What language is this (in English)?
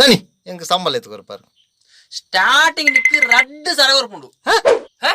Tulu